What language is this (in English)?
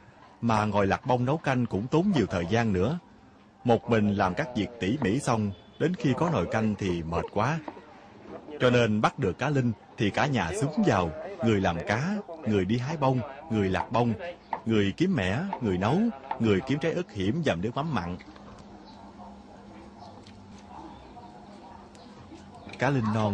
Vietnamese